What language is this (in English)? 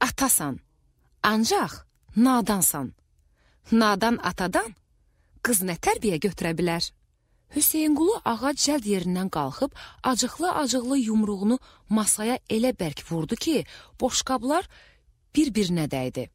Azerbaijani